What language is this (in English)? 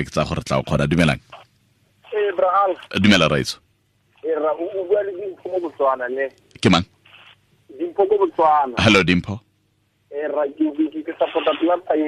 Tswana